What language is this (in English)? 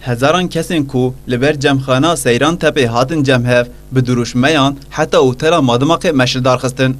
Kurdish